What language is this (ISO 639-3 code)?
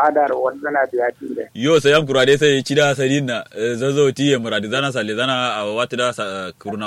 kau